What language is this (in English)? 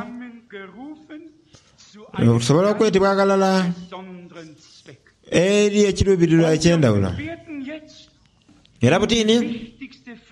Soga